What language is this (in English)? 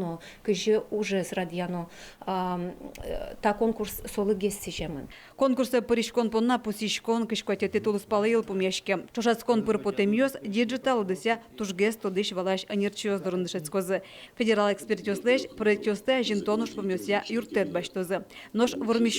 Udmurt